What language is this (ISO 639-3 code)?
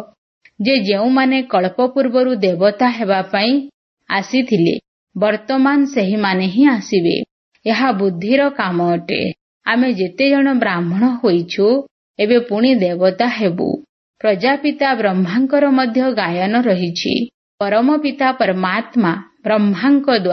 ori